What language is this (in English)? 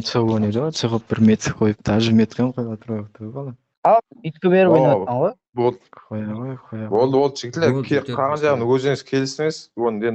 Kara-Kalpak